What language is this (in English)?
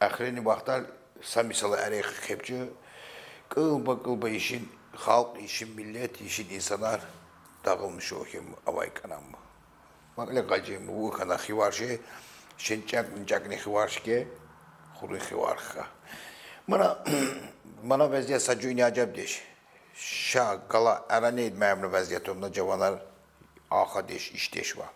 Tsakhur